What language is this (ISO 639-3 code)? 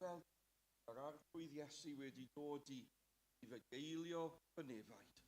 cym